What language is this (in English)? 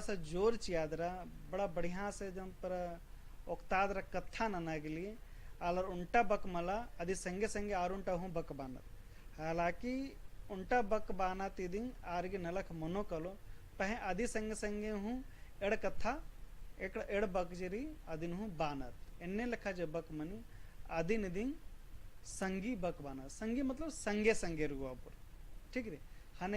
Kurukh